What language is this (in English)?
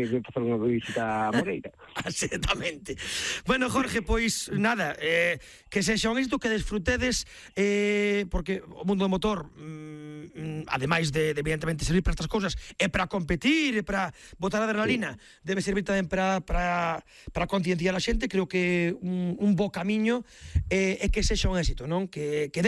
Galician